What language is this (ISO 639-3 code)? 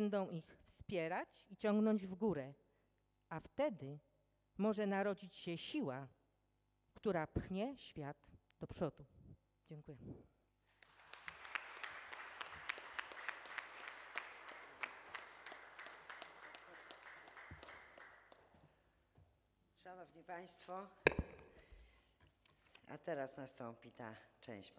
pol